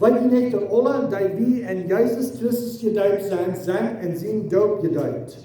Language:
Plautdietsch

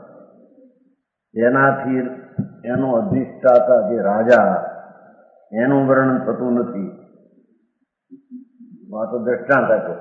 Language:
Gujarati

